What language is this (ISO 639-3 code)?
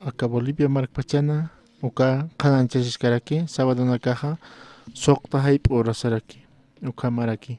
aym